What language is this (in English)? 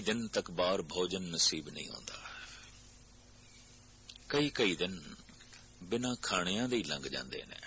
Punjabi